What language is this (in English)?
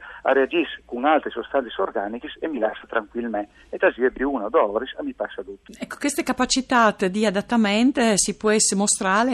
Friulian